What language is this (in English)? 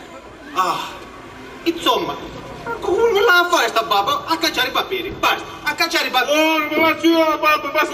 Sicilian